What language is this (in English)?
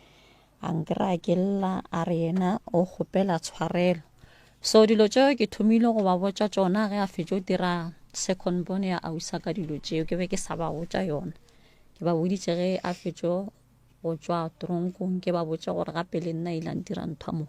Northern Sotho